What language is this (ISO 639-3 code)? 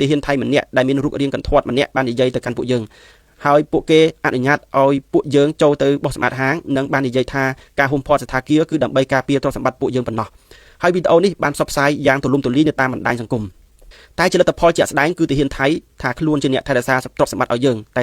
khm